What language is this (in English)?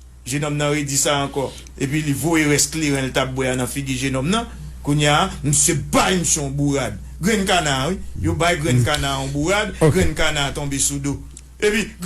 Haitian Creole